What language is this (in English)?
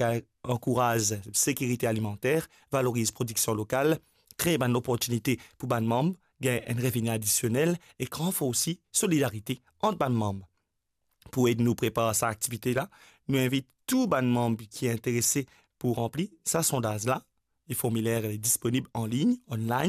Morisyen